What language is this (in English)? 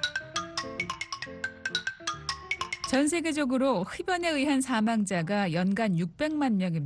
Korean